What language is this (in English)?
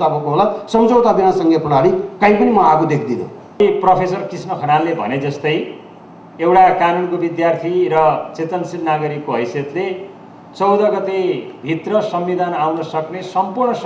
Nepali